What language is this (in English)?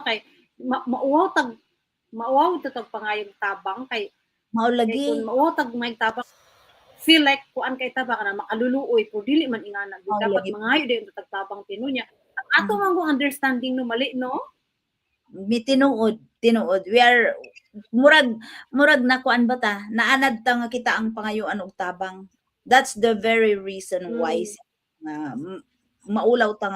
Cebuano